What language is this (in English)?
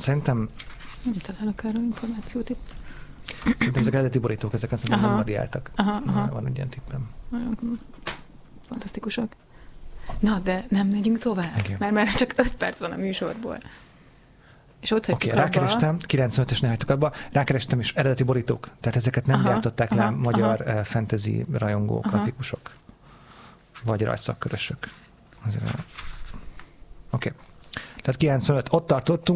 Hungarian